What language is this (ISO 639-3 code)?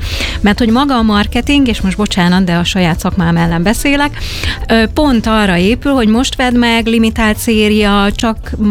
hun